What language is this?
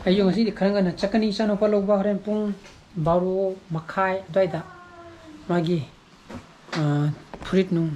Manipuri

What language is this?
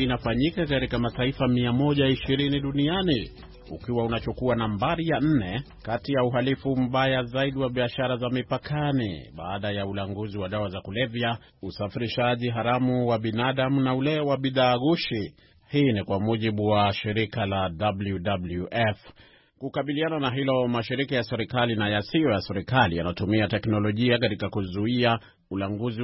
Swahili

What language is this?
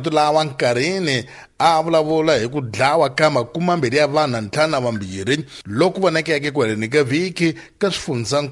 Tsonga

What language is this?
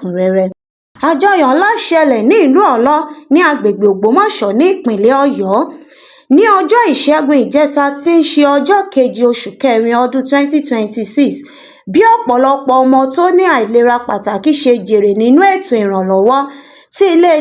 Yoruba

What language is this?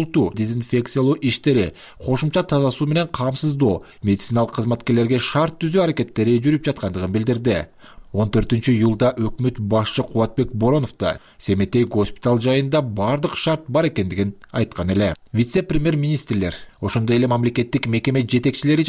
Kyrgyz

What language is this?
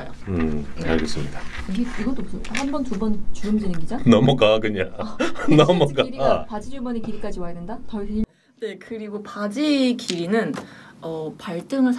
Korean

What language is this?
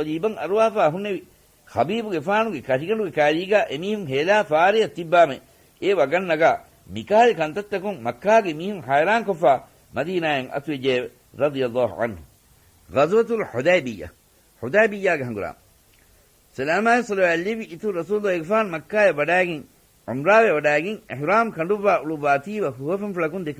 Divehi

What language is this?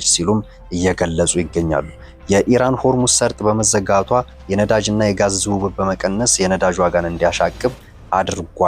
Amharic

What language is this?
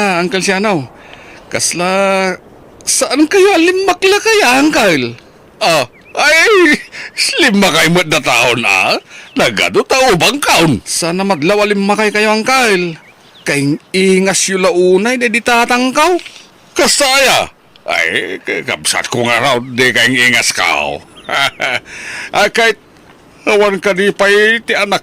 Iloko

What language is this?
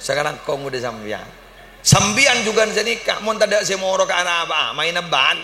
Madurese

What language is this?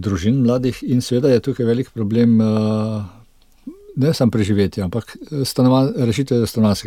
Slovenian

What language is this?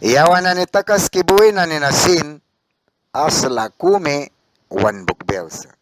Mískito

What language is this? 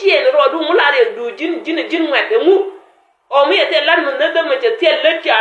Nuer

